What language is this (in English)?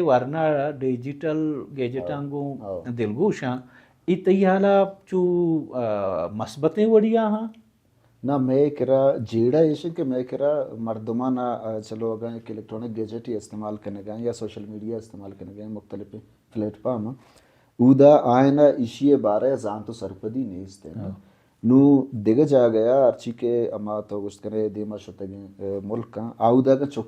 Baluchi